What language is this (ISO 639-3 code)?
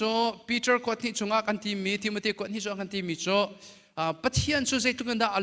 cnh